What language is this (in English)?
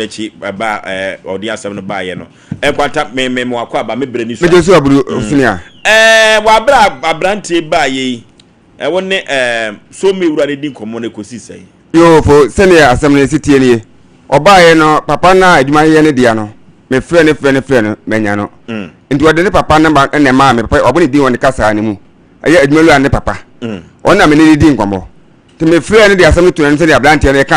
Akan